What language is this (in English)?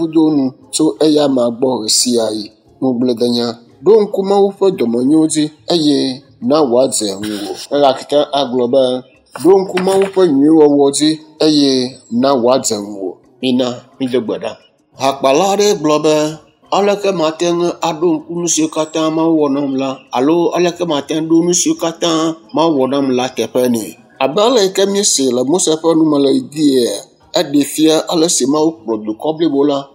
Ewe